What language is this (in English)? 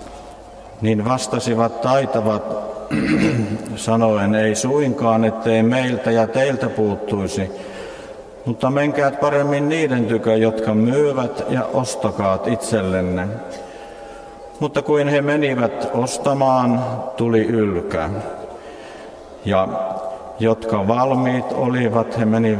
Finnish